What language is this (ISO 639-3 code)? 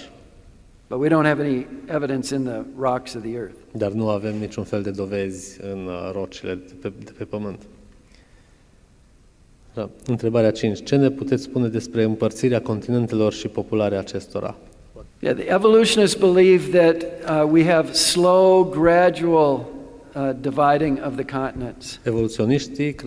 ron